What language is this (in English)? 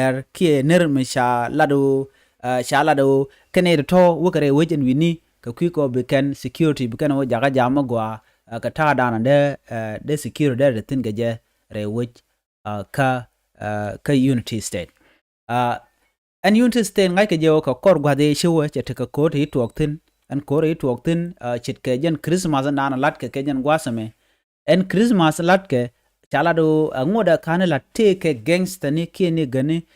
Nuer